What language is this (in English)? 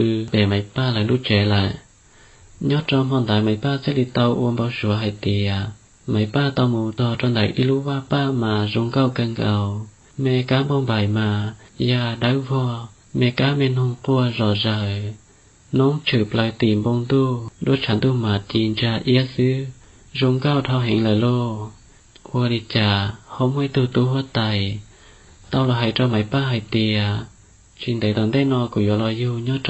Hmong